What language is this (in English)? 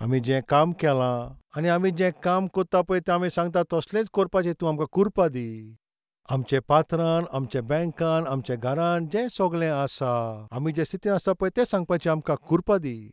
Konkani